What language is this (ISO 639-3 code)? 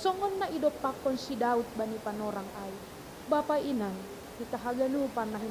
bts